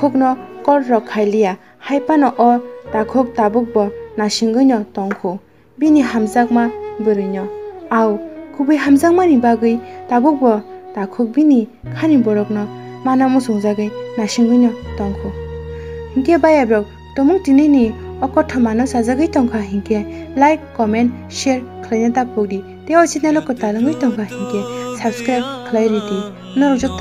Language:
Kok Borok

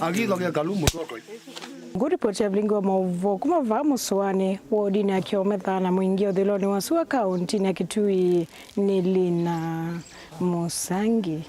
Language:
Kamba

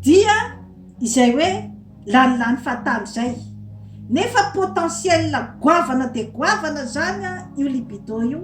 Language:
Malagasy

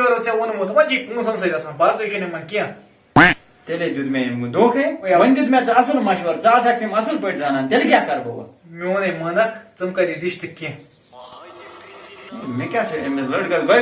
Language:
Kashmiri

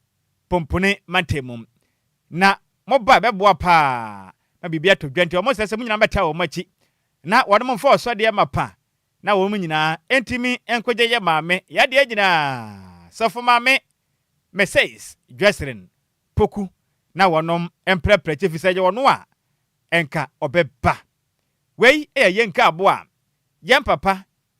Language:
Akan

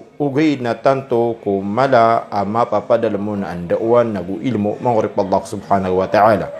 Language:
Maranao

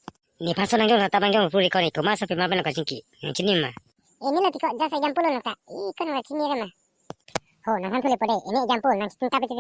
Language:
Karbi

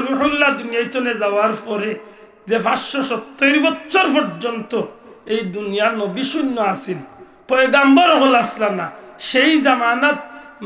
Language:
Sylheti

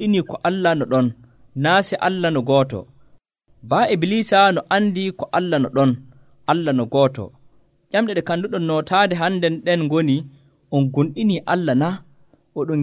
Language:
Nigerian Fulfulde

